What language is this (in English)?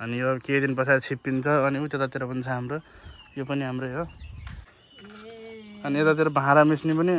Nepali